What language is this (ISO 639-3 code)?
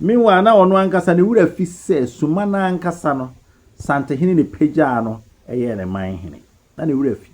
aka